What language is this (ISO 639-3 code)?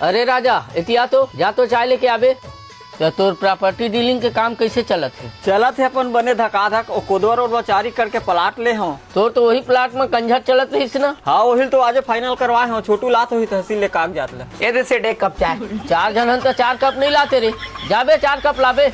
hne